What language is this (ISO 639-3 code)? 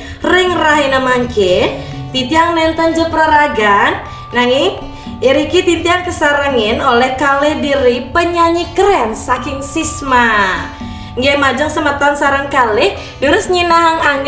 ban